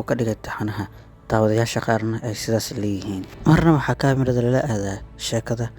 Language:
Somali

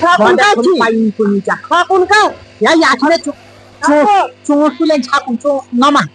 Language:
Kashmiri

